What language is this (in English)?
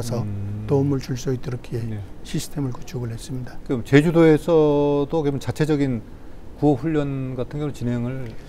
Korean